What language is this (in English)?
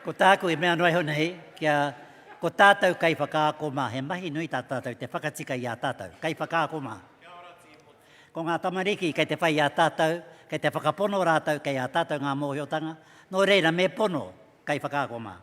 Māori